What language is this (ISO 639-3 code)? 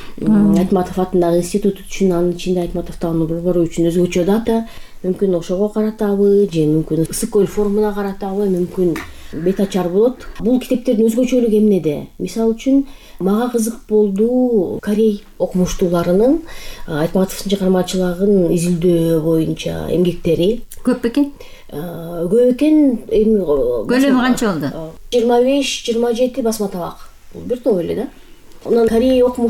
kir